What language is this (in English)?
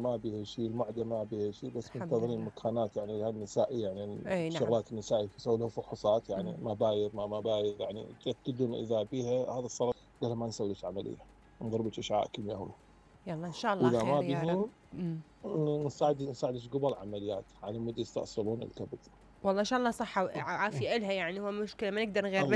Mesopotamian Arabic